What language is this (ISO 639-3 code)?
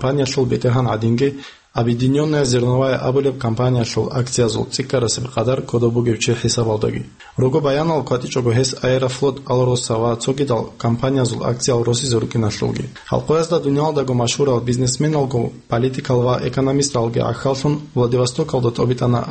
ava